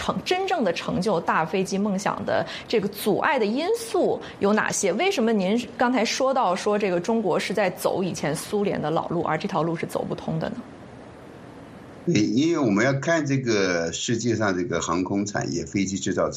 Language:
Chinese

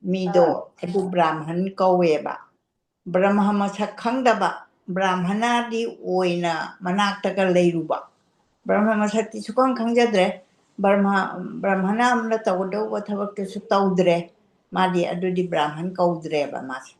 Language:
Manipuri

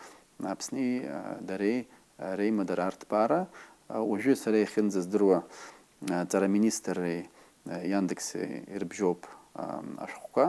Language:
Abkhazian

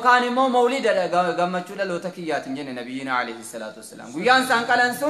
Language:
Oromo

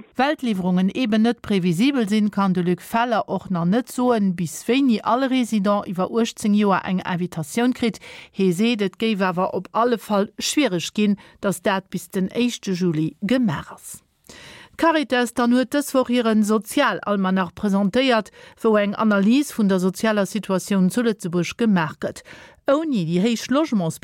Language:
Luxembourgish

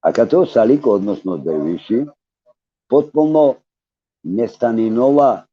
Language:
Balkan Romani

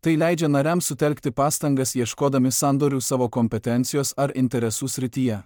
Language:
Lithuanian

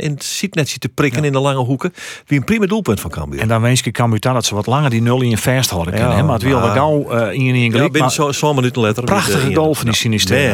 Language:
Western Frisian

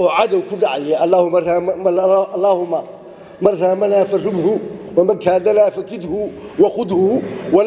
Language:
Somali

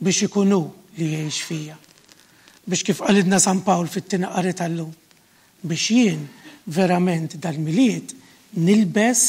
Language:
Maltese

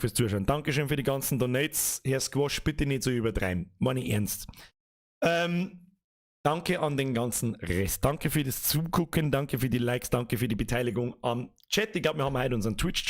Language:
Bavarian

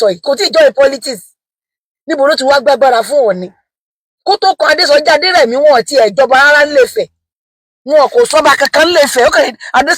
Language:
Yoruba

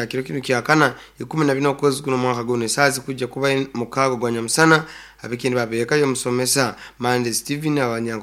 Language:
Nyoro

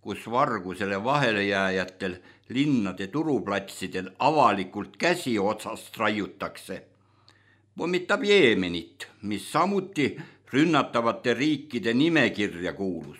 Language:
Estonian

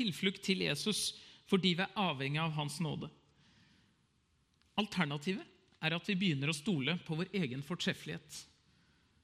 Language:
Norwegian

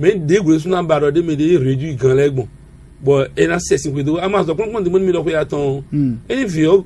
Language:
Fon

